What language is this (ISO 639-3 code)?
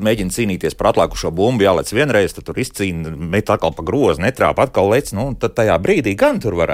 lav